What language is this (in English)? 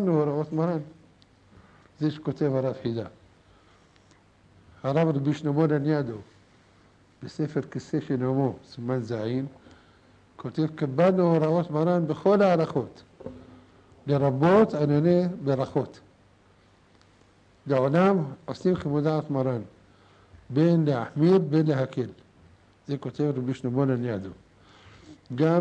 Hebrew